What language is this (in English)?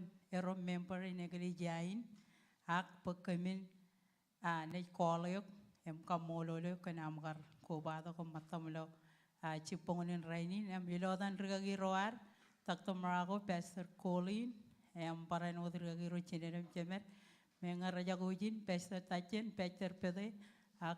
Marshallese